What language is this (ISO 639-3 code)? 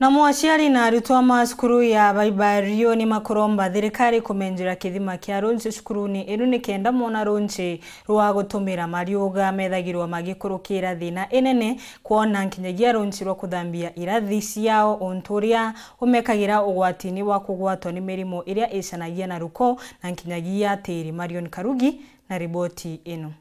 mer